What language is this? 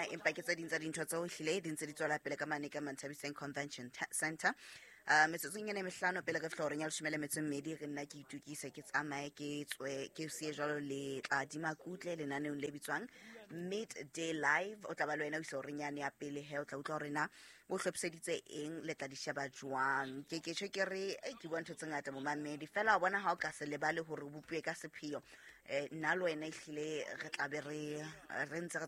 Southern Sotho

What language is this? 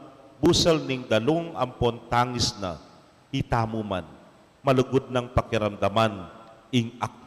Pampanga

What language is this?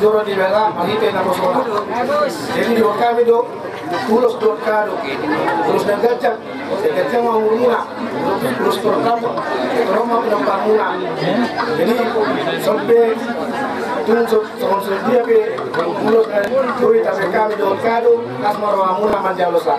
Batak Toba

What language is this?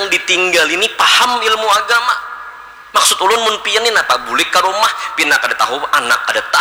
Banjar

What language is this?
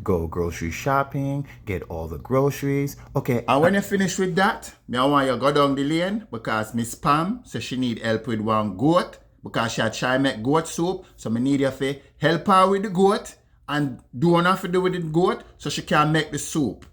Jamaican Creole English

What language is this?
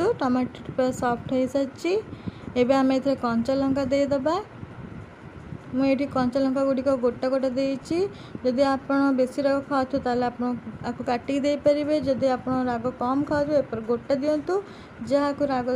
Odia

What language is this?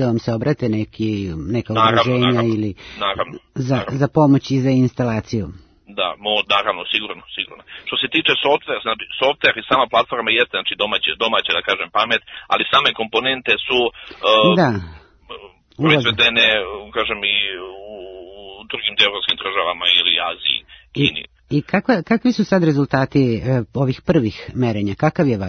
Serbian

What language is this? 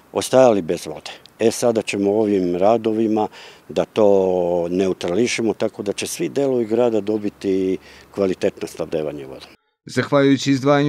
Serbian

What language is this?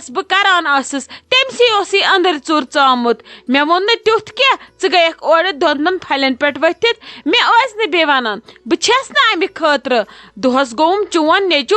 Kashmiri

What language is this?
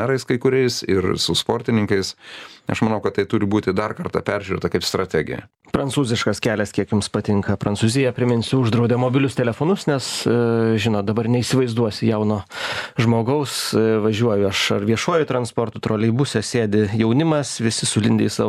Lithuanian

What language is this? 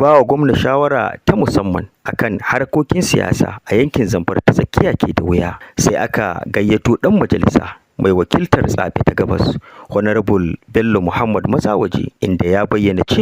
Hausa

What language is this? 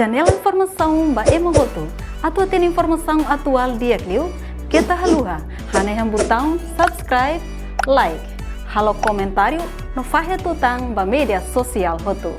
Tetum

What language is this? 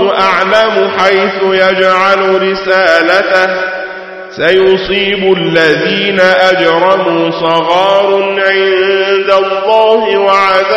Arabic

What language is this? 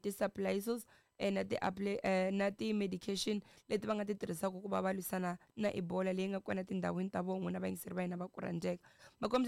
Tsonga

